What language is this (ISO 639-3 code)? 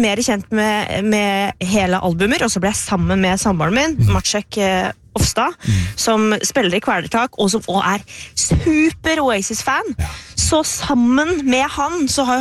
nor